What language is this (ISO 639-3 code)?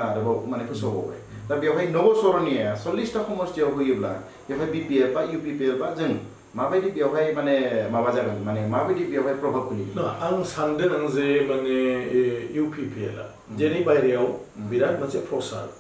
brx